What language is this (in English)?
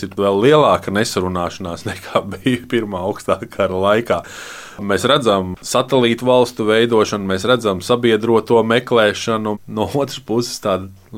Latvian